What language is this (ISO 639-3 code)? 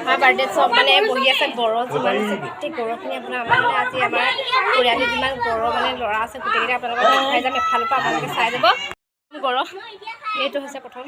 asm